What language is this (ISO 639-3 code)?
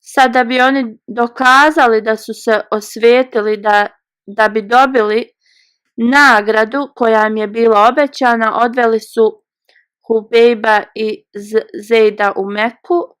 bos